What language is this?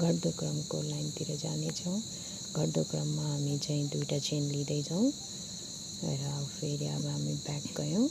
Nepali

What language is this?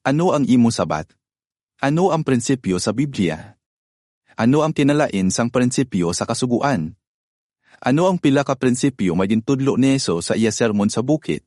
Hiligaynon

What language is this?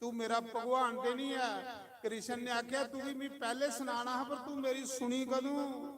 Dogri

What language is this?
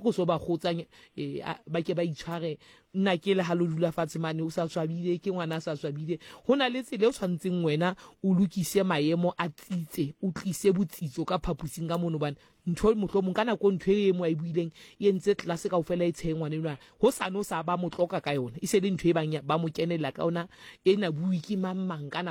Southern Sotho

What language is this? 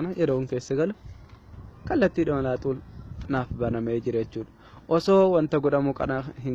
Oromo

